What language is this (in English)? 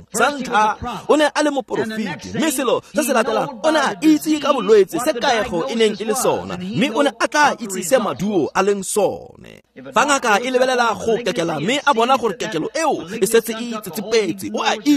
Tswana